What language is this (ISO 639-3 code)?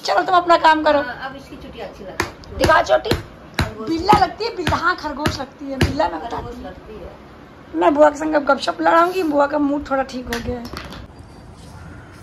hin